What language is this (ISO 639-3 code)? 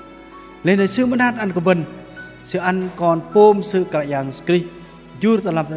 bdq